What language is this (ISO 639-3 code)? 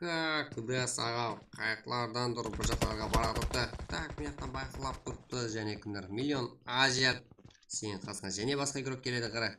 kaa